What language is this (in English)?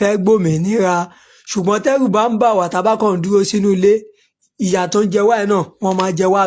Yoruba